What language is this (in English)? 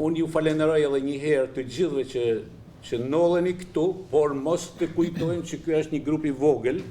Albanian